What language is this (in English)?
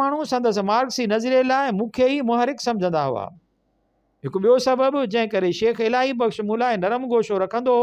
Sindhi